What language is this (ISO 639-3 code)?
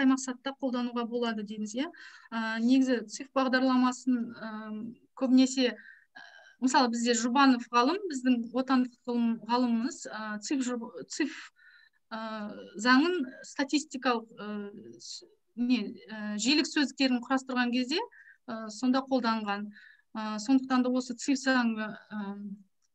kaz